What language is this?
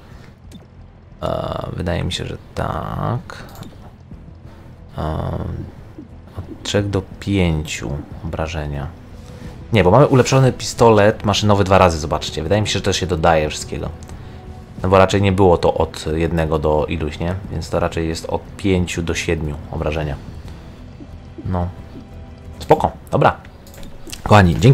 Polish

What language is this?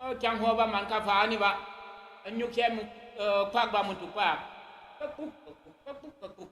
Tyap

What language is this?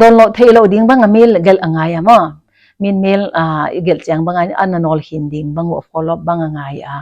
Paite Chin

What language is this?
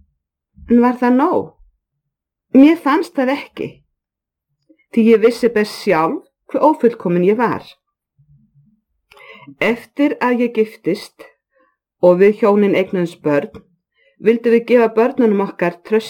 Icelandic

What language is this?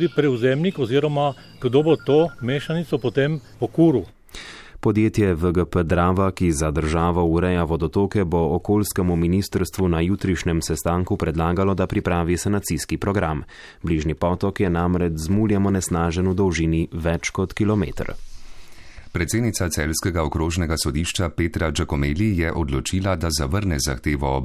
Slovenian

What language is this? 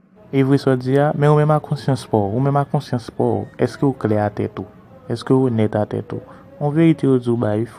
Haitian Creole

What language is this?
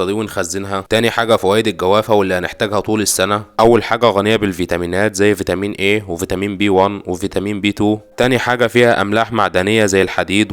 Egyptian Arabic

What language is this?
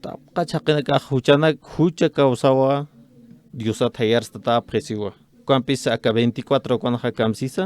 Aymara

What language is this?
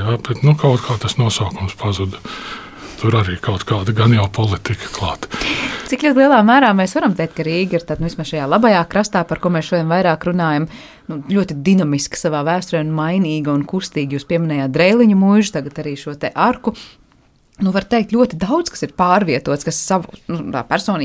Latvian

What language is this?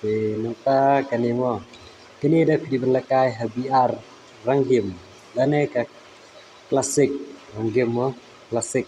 Khasi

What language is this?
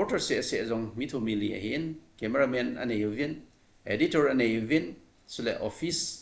Thado Chin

